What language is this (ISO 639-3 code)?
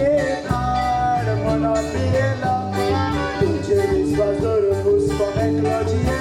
kok